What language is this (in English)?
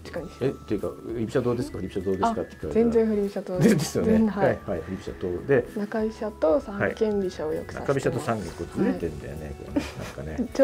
Japanese